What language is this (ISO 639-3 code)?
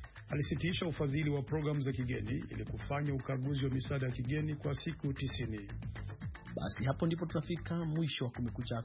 swa